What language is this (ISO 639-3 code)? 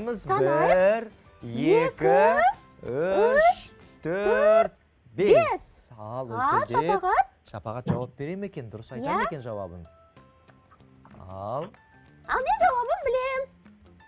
kaz